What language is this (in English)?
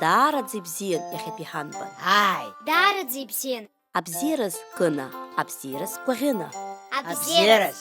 Abkhazian